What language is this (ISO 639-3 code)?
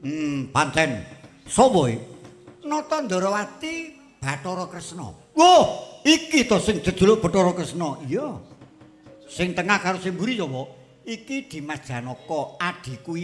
jav